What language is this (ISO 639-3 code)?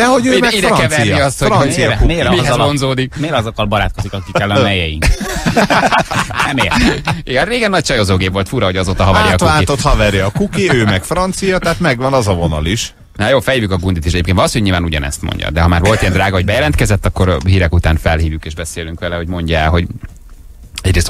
hun